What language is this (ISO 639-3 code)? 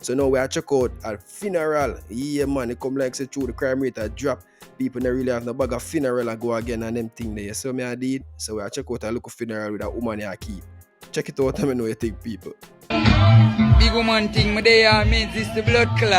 jam